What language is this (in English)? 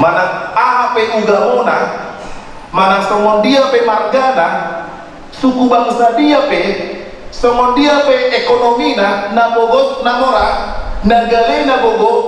Batak Toba